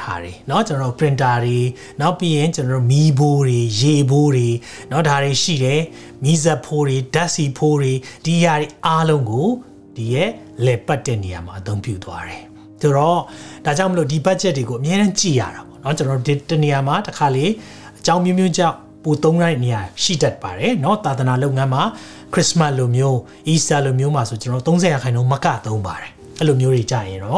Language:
Burmese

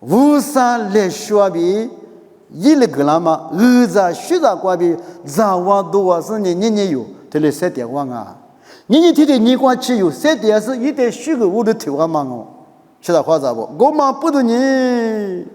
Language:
Lisu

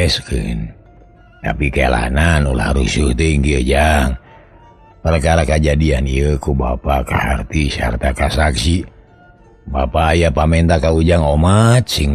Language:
Sundanese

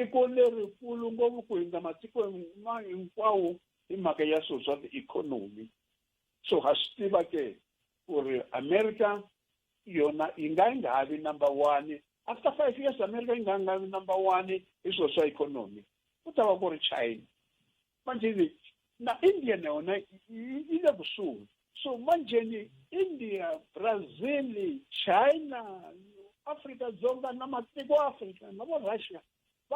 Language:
Tsonga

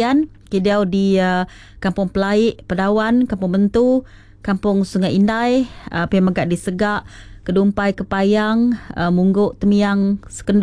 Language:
Iban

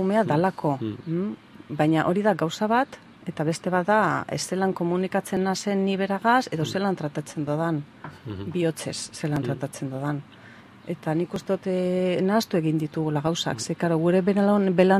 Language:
Basque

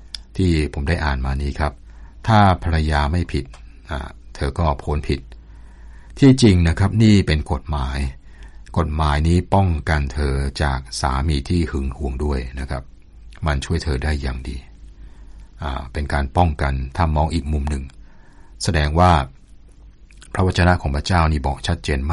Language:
Thai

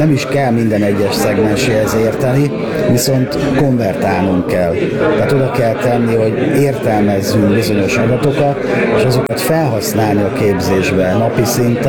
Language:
Hungarian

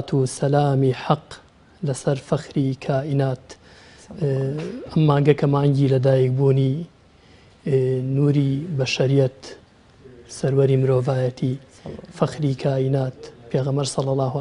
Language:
Central Kurdish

